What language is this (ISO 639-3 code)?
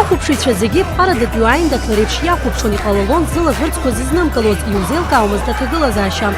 abk